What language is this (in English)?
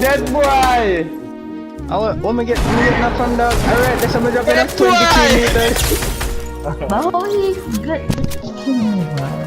Jamaican Creole English